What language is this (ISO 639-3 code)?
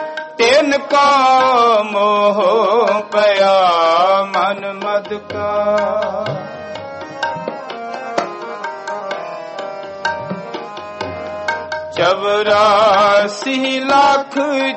pan